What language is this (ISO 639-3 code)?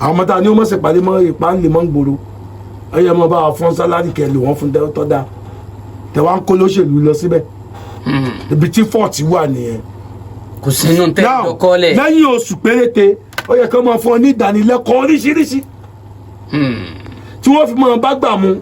yor